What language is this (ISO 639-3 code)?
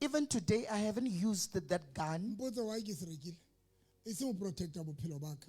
sot